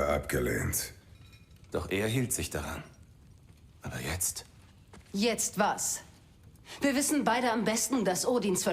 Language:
Bavarian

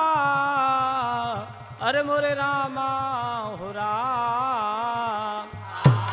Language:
Bhojpuri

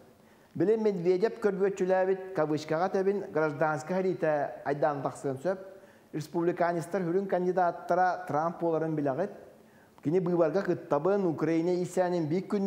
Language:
Yakut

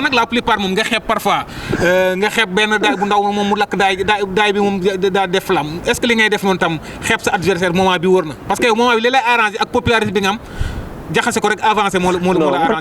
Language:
Wolof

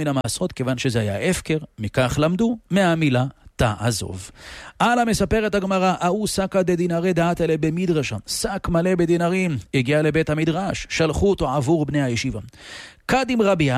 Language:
Hebrew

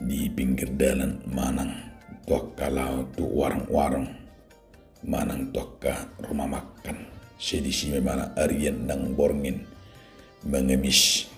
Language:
Batak Toba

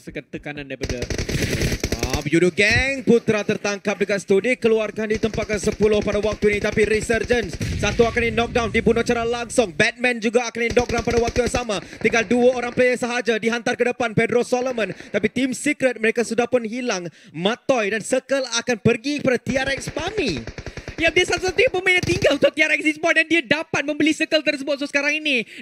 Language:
Malay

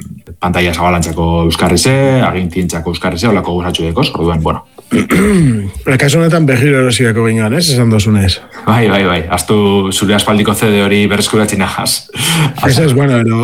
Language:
Basque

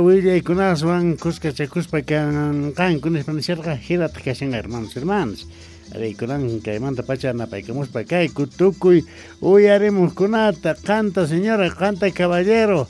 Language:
South Bolivian Quechua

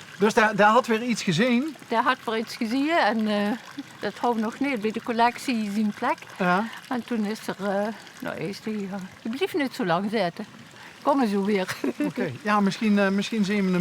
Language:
Limburgish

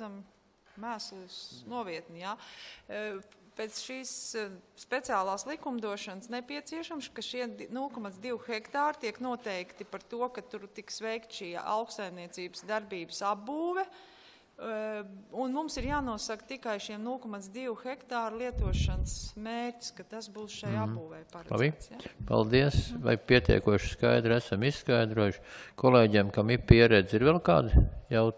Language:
Latvian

